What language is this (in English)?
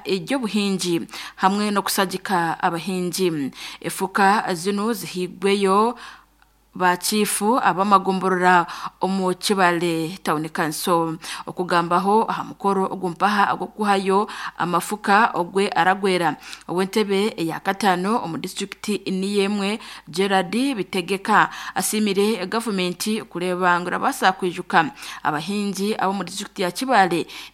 Nyankole